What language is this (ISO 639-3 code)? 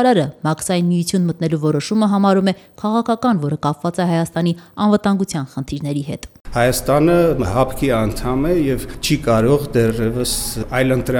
hye